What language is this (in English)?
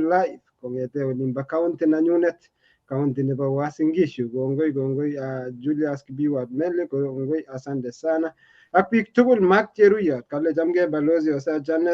Kalenjin